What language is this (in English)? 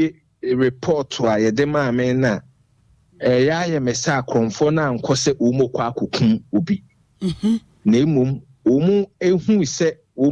Akan